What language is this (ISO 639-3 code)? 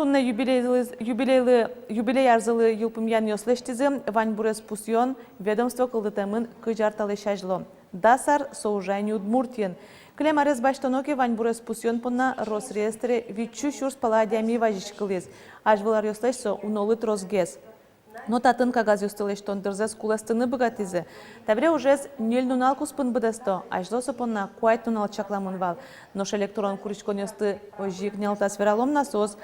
udm